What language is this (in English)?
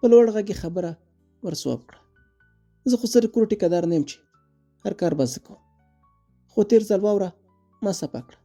Pashto